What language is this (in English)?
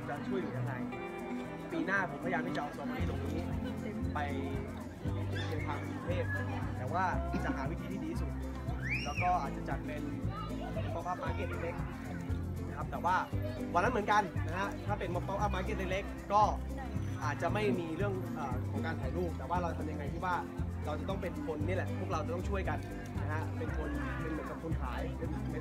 Thai